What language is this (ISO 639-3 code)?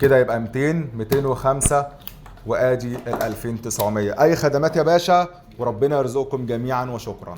arz